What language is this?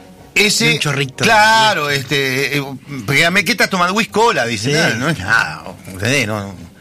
Spanish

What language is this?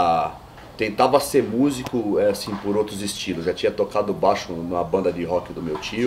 Portuguese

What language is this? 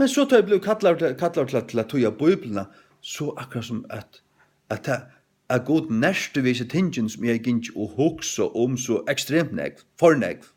Faroese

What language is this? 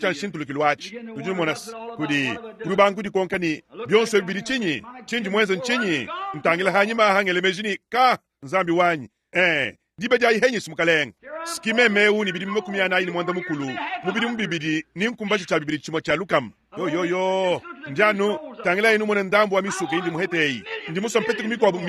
Luba-Lulua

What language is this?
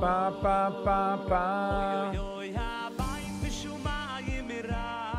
Yiddish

